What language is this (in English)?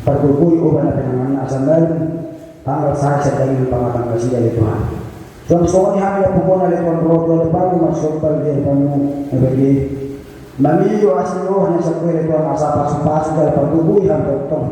Batak Toba